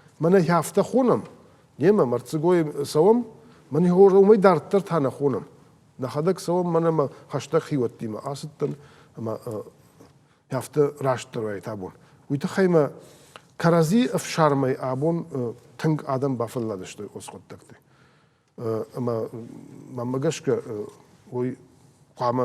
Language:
Ossetic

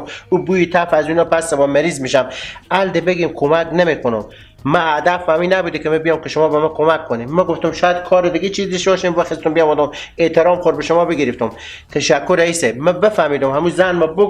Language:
Persian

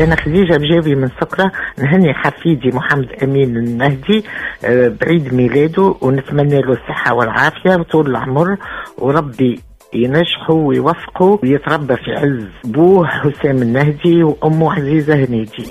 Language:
Tunisian Arabic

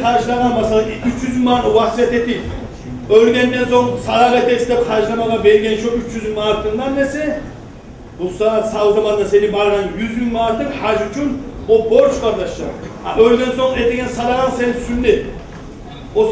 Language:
Kumyk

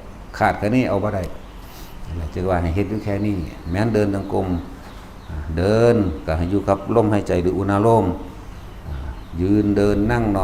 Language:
Northeastern Thai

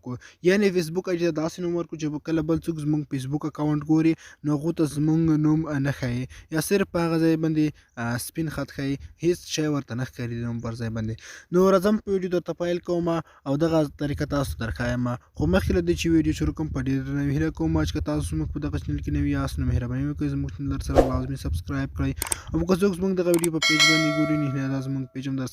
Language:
Pashto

